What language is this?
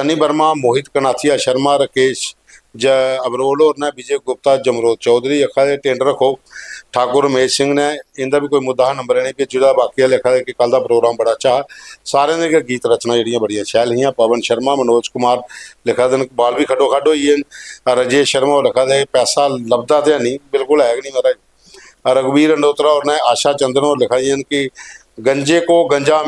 Dogri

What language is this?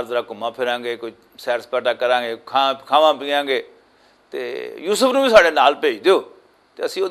Western Panjabi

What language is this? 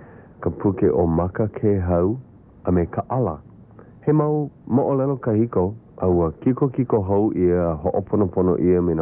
Hawaiian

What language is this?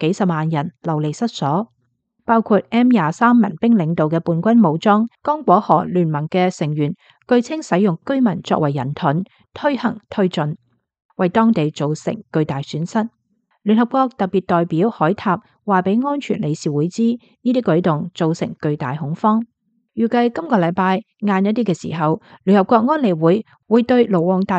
Cantonese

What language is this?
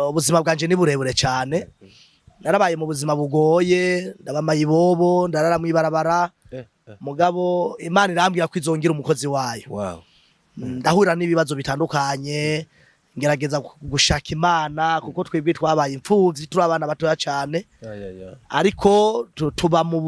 Rundi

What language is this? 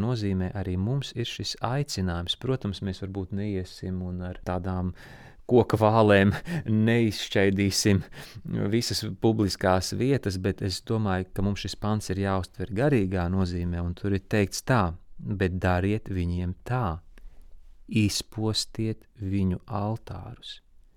Latvian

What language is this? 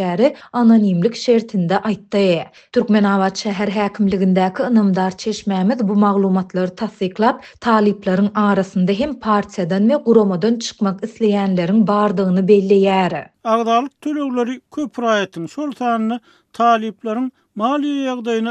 Turkmen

